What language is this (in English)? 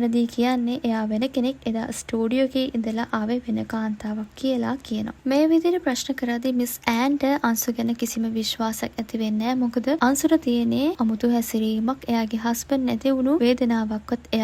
Sinhala